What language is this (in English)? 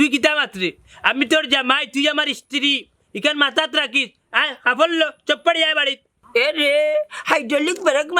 Sylheti